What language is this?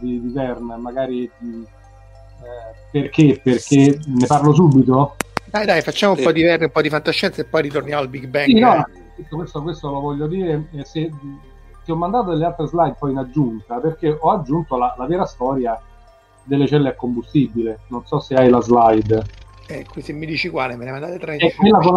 Italian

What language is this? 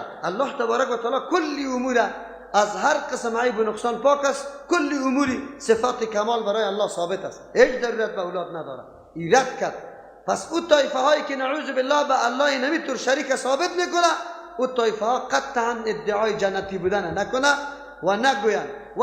Persian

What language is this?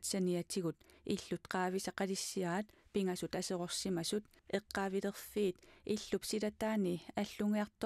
Kalaallisut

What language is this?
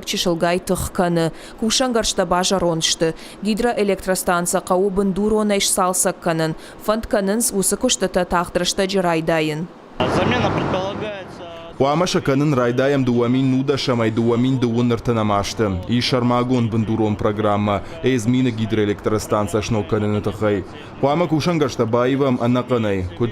Ossetic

